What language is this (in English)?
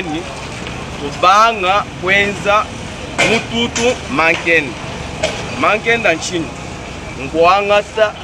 Luba-Lulua